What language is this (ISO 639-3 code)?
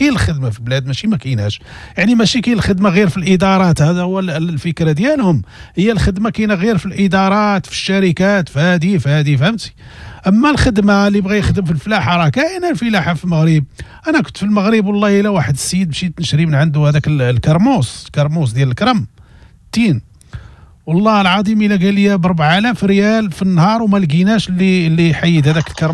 ary